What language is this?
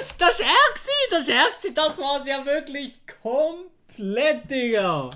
Swiss German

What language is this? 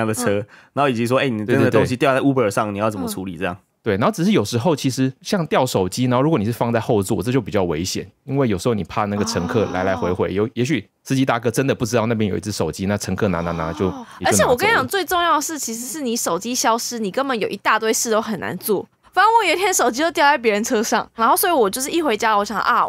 Chinese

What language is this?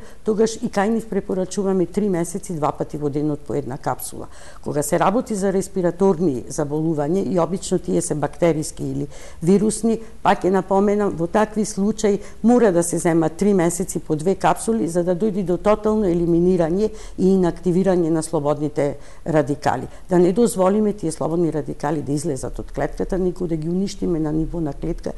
Macedonian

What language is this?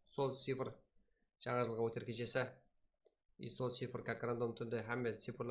Kara-Kalpak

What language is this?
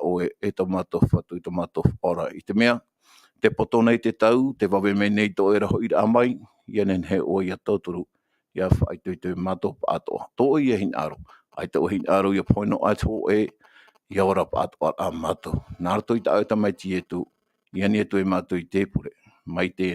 Tahitian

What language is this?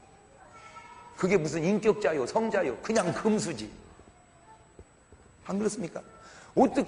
Korean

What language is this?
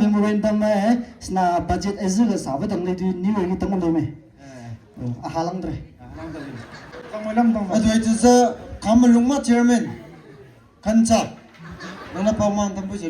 Maram Naga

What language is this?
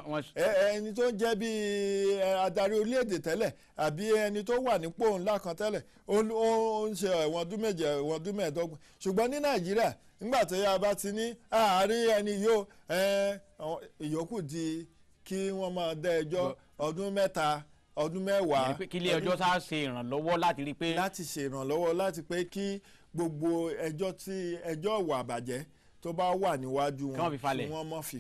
Yoruba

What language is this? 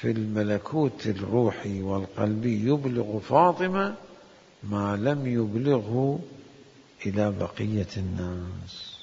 Mesopotamian Arabic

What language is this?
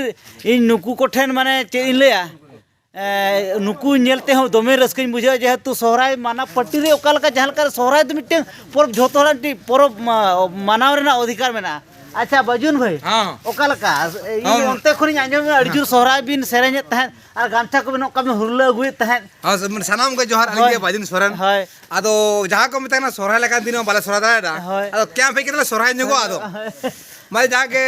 Santali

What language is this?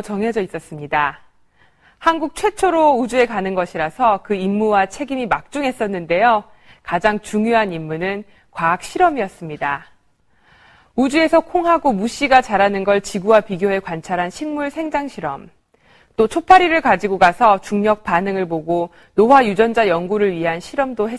Korean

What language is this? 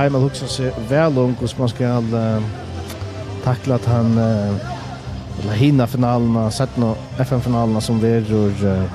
Faroese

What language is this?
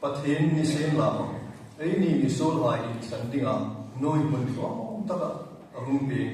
Hmar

